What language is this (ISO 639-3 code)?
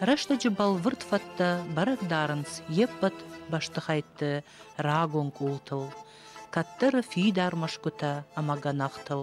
oss